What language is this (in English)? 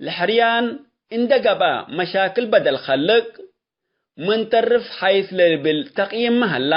Tigre